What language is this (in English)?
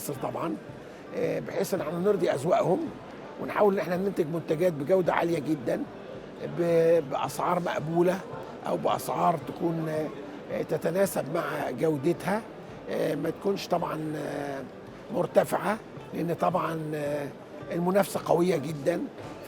Egyptian Arabic